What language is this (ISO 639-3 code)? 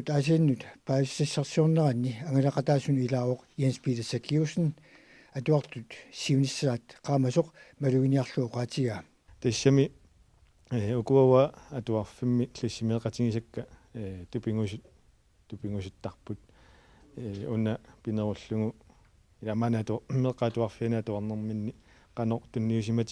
kal